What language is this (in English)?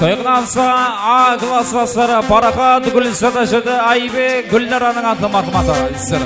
Kara-Kalpak